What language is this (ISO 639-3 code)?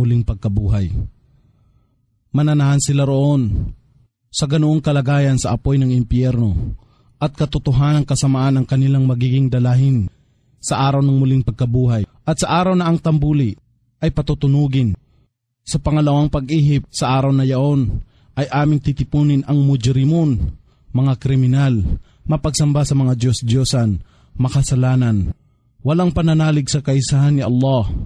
fil